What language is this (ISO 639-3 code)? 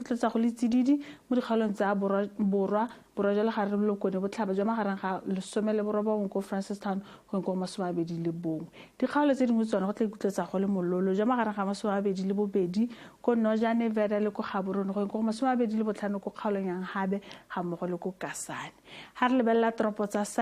tsn